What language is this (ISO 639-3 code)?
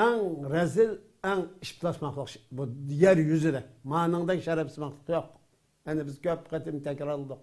uig